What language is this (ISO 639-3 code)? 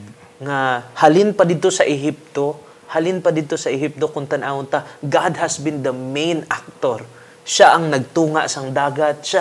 hil